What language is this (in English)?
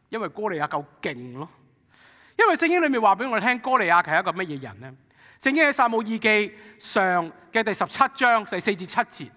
Cantonese